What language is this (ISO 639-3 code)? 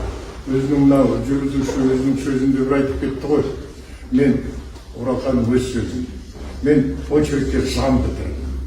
kaz